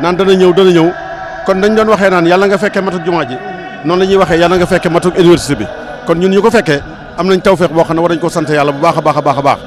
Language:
Wolof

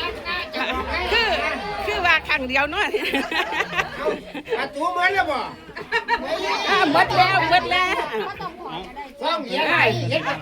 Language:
Lao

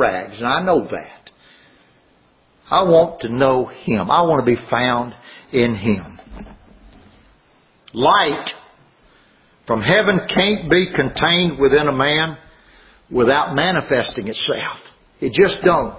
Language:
English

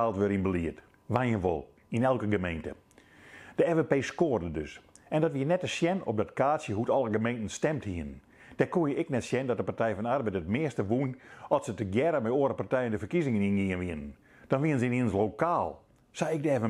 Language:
Western Frisian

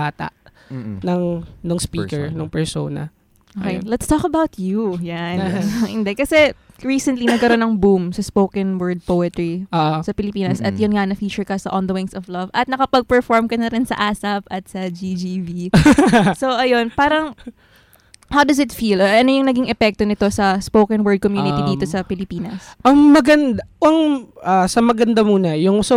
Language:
Filipino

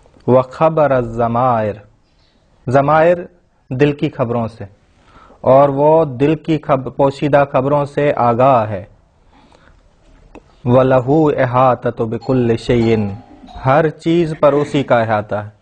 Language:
Urdu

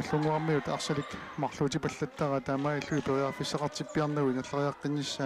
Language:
Kalaallisut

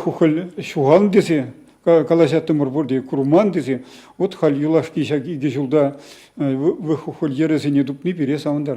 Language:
Chuvash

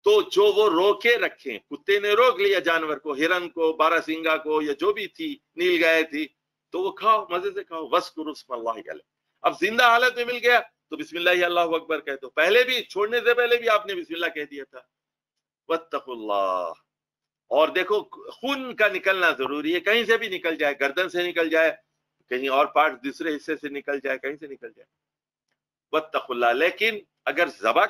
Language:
Urdu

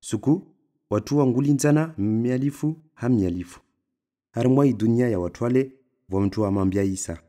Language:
Comorian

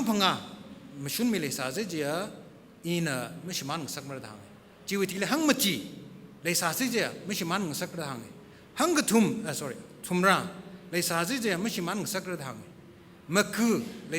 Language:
Tangkhul Naga (India)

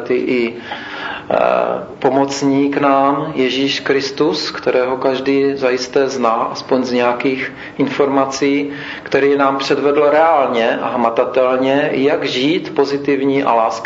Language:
Czech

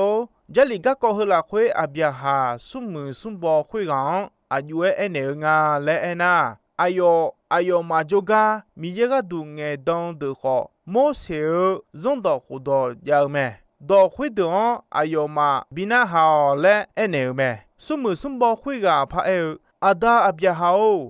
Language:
Akha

